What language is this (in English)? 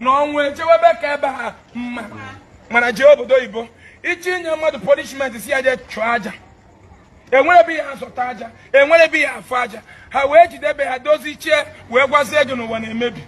Igbo